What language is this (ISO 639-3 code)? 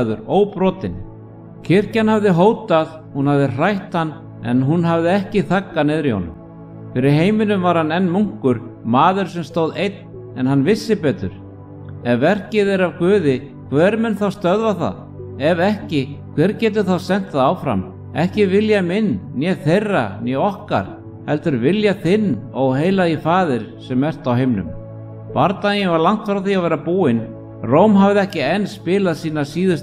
isl